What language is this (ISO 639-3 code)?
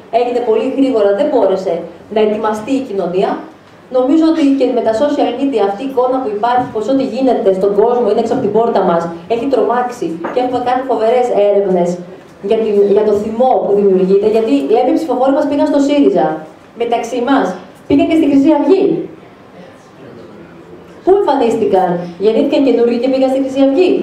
ell